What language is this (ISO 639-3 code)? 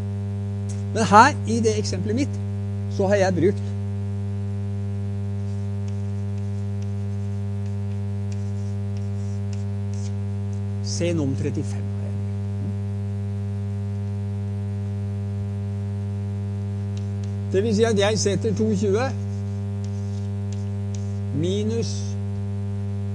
nor